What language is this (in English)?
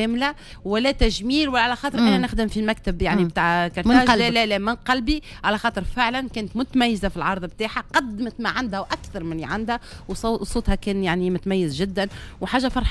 Tunisian Arabic